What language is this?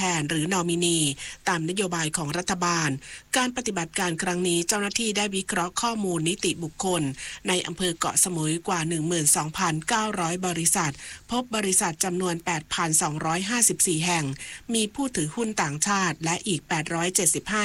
Thai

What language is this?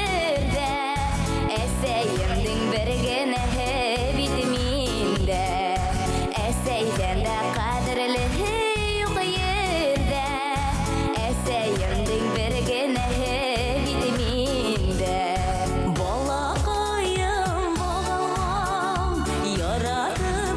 Bashkir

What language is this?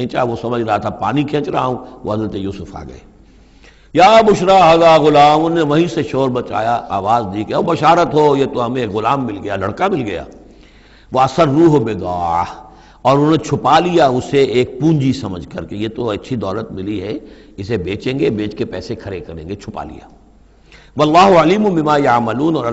Urdu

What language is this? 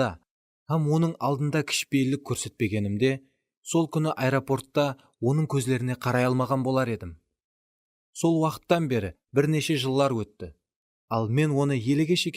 Kara-Kalpak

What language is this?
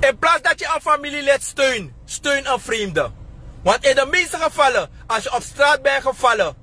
Sranan Tongo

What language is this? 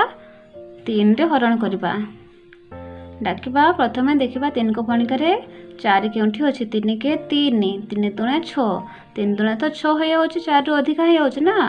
Odia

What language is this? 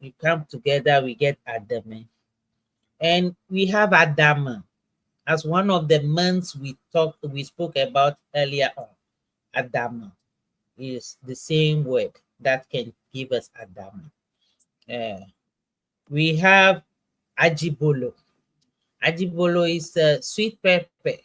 Ewe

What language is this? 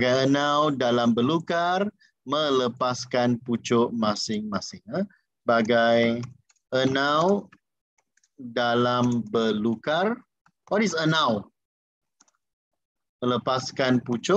Malay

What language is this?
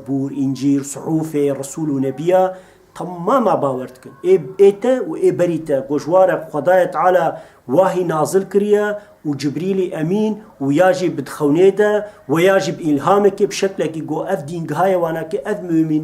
Kurdish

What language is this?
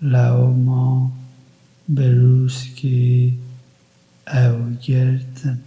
Kurdish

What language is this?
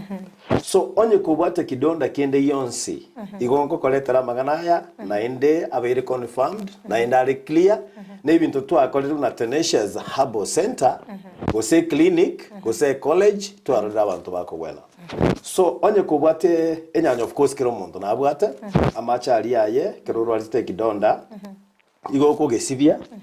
Gusii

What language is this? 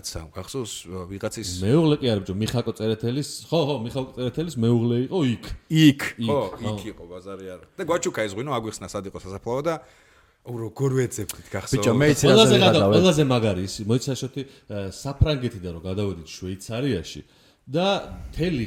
Georgian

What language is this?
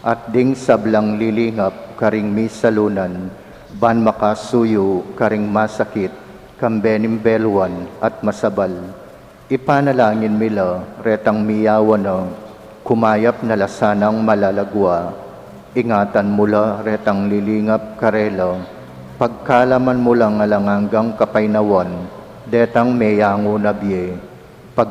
Pampanga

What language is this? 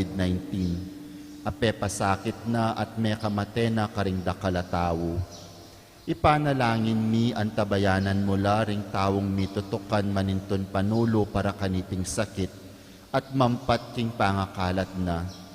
Pampanga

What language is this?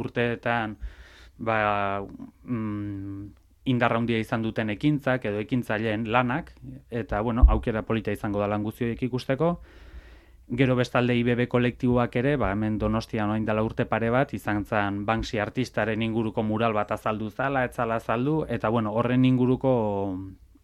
Basque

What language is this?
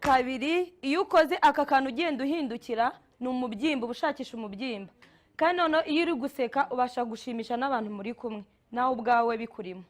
Kinyarwanda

